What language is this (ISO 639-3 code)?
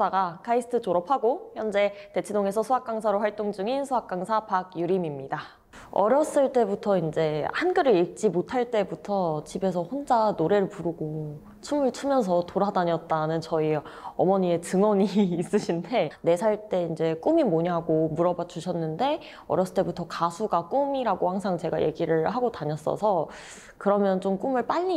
kor